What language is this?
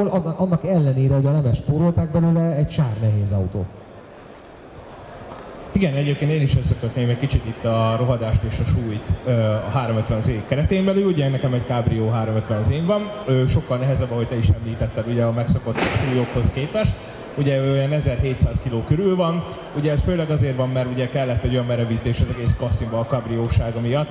Hungarian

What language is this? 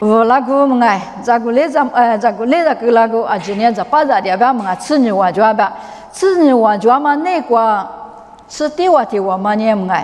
Lisu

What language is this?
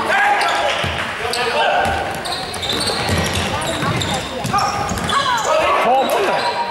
Swedish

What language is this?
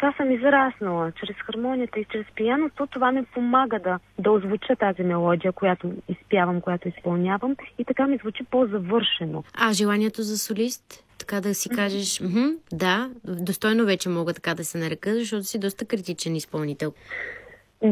Bulgarian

